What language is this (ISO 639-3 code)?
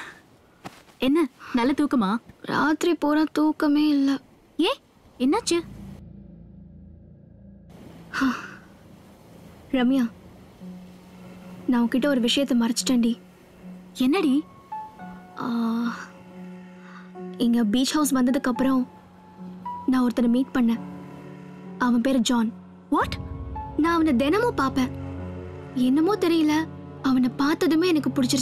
tam